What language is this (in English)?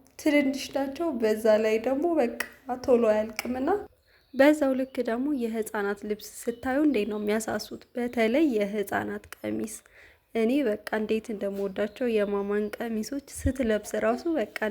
Amharic